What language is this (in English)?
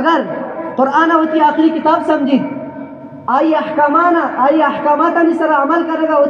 Eastern Balochi